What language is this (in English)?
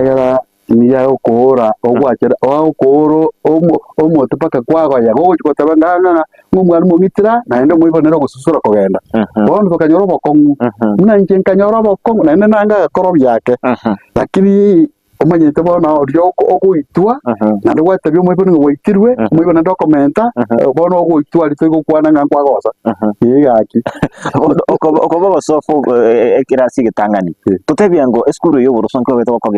Gusii